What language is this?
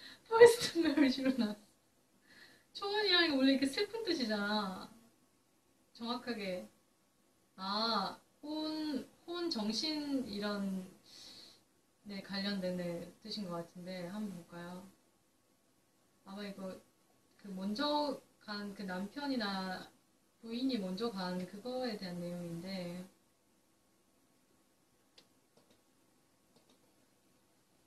Korean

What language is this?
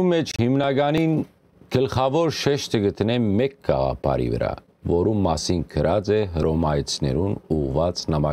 Western Armenian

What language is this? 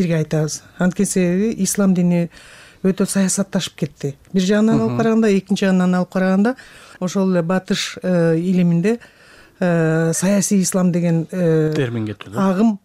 Kyrgyz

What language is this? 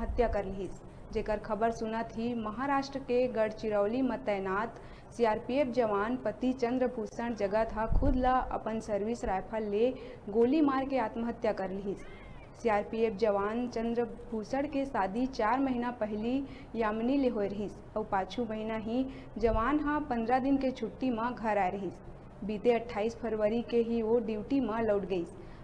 Chhattisgarhi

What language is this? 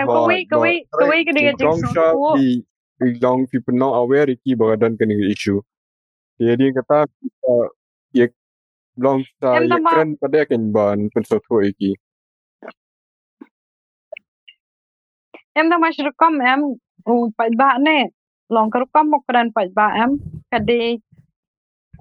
Malay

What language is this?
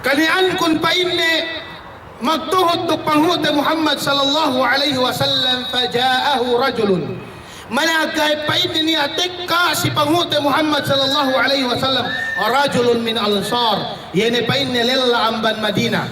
Yakan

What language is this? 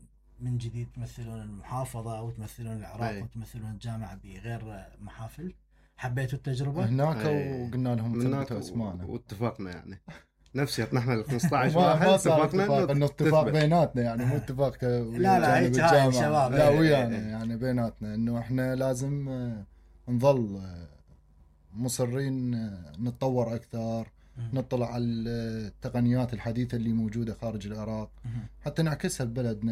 Mesopotamian Arabic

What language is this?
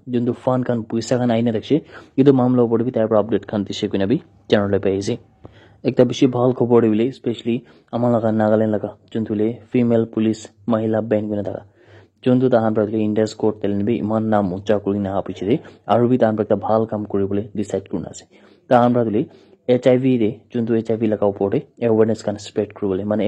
Naga Pidgin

